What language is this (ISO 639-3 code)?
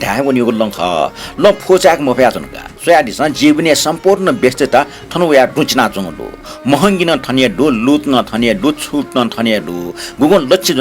new